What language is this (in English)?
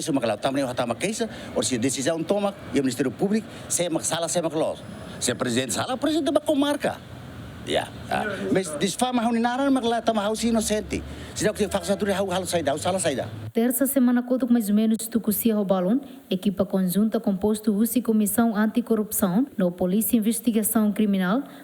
Tetum